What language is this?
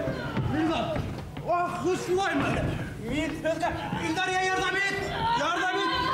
Bashkir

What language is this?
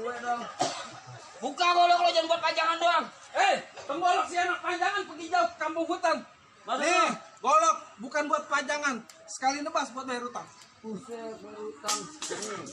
Betawi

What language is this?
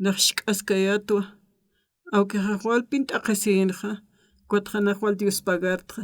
Aymara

